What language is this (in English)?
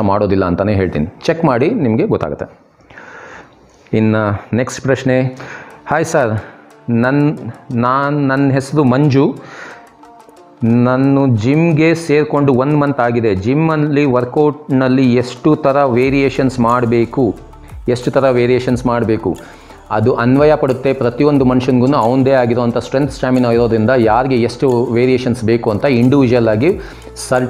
Kannada